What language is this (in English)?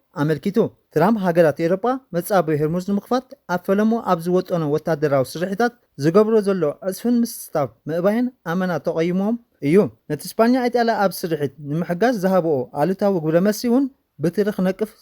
Tigrinya